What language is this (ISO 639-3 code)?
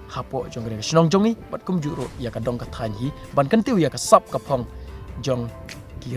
kha